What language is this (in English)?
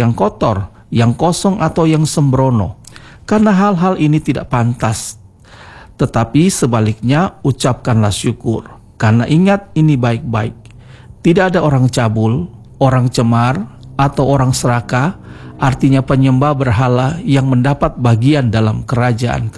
Indonesian